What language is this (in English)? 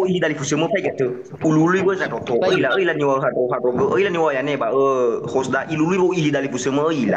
Nias